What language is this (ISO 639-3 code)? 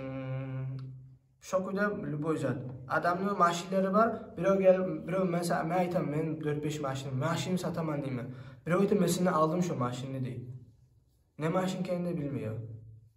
kum